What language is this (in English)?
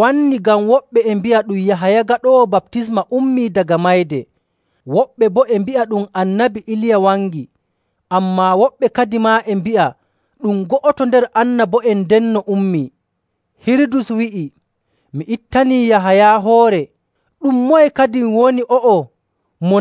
Nigerian Fulfulde